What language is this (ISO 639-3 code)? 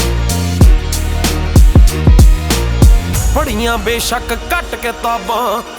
pan